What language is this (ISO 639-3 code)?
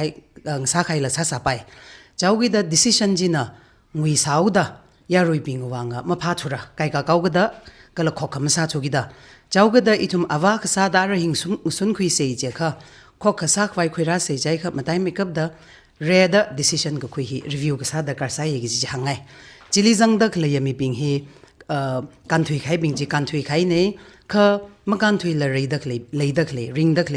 nmf